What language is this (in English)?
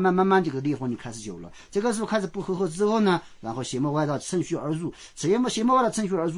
Chinese